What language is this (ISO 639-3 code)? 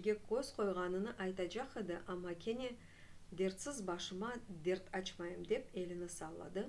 crh